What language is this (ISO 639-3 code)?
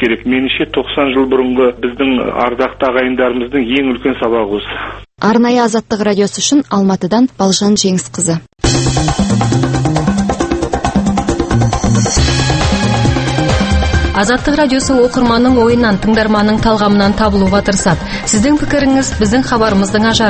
kaz